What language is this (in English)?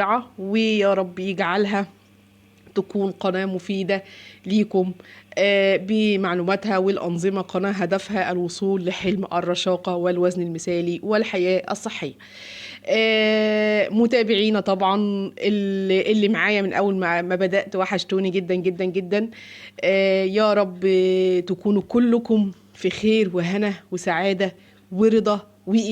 Egyptian Arabic